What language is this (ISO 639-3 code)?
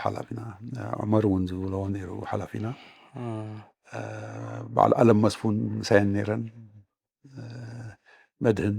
tir